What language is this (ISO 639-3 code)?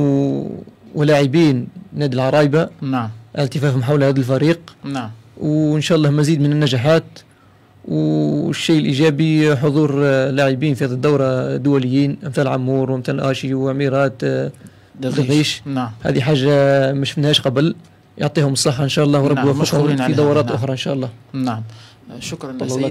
arq